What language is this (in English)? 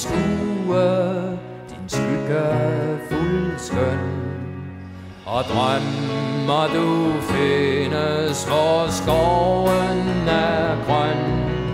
Danish